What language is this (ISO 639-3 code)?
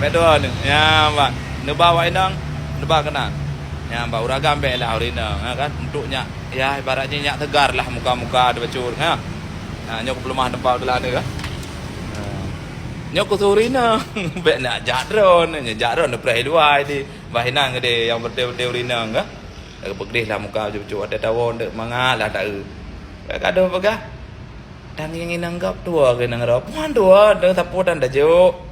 ace